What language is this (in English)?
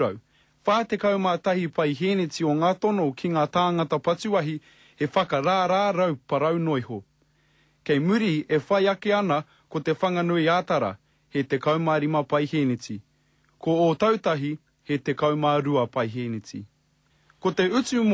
Māori